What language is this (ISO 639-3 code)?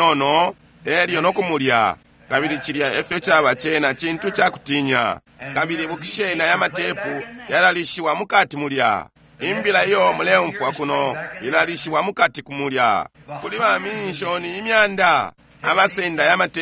bem